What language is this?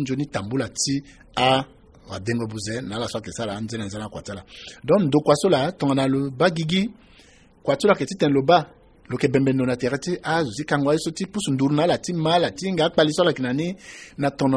Sango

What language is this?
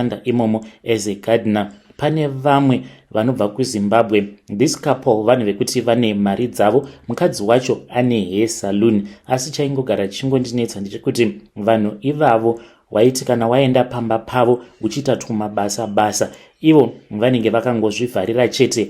Shona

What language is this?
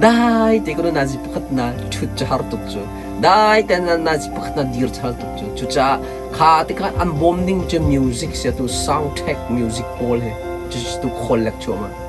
Hakha Chin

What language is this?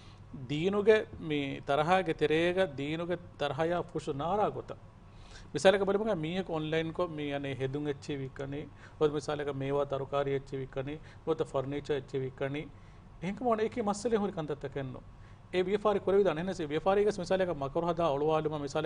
Divehi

